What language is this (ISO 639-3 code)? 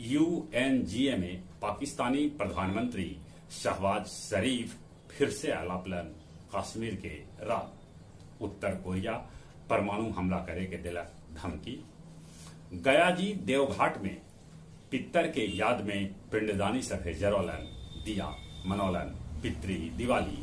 mag